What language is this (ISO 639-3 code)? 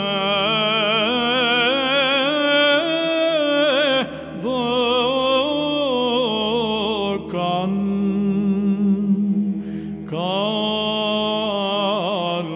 ell